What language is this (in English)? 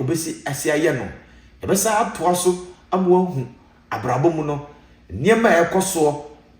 Akan